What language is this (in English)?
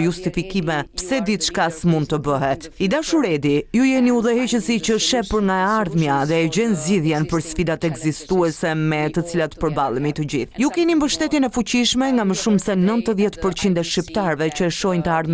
Albanian